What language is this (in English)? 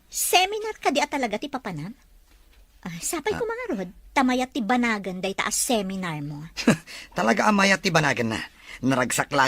Iloko